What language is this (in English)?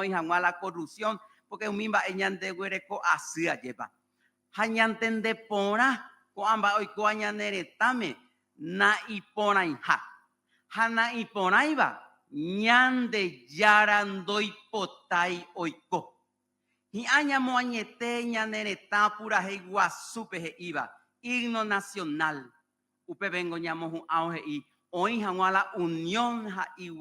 Guarani